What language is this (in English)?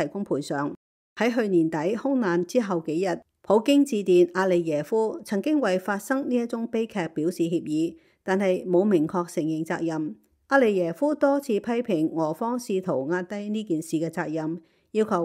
Cantonese